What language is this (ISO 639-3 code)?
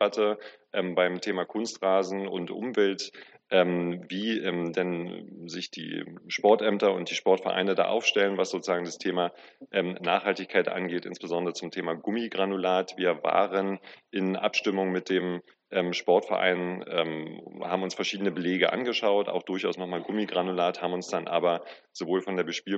deu